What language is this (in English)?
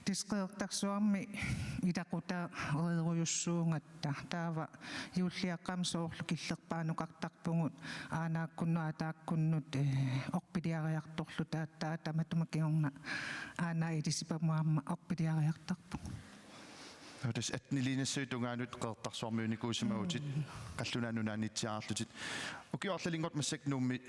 Kalaallisut